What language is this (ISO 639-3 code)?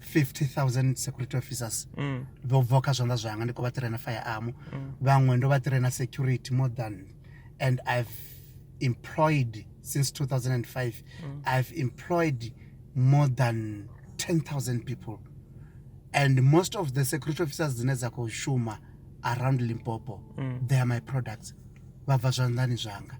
ven